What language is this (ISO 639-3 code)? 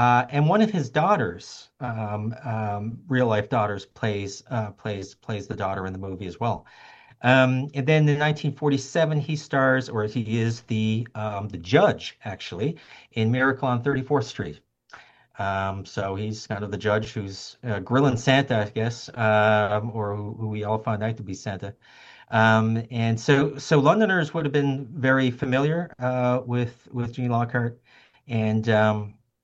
eng